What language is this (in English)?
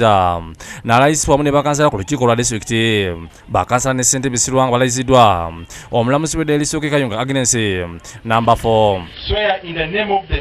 Ganda